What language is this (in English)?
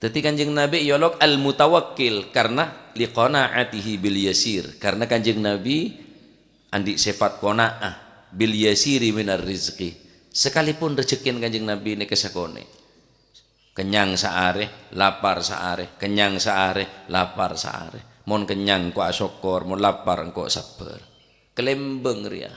Madurese